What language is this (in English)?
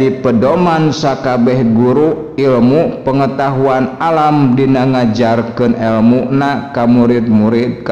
Sundanese